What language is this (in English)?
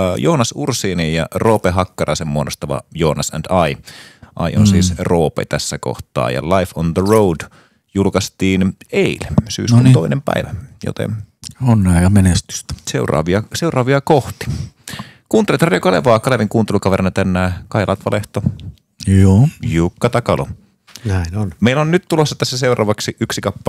Finnish